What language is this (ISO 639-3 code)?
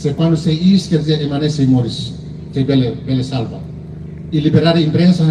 tet